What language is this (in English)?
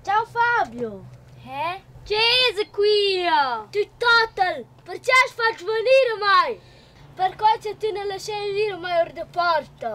Romansh